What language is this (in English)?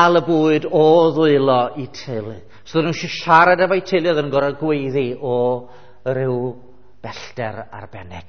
Welsh